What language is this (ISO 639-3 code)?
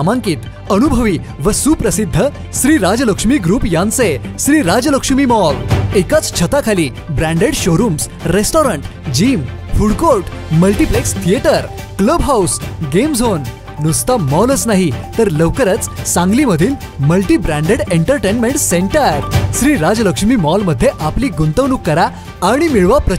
mar